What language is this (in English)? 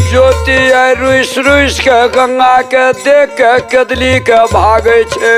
Maithili